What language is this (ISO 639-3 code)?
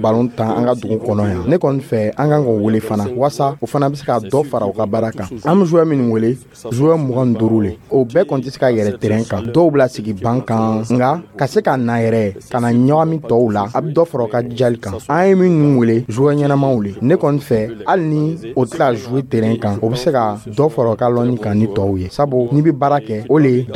dyu